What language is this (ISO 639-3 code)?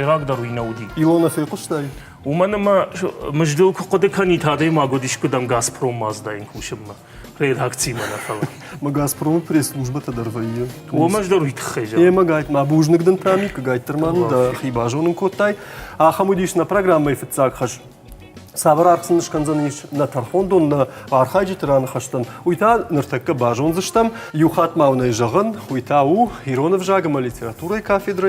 oss